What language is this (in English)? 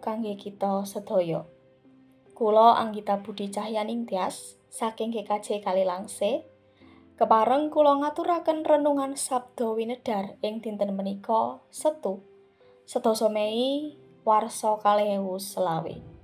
Javanese